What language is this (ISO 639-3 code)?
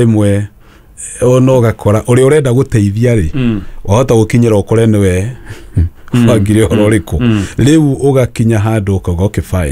kik